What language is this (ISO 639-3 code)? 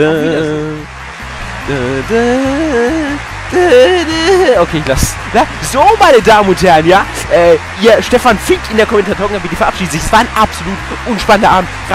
deu